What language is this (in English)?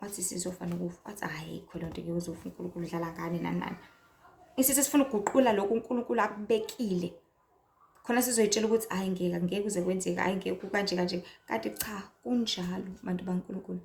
Zulu